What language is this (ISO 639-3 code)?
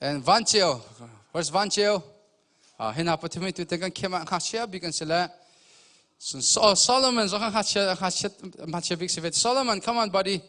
cnh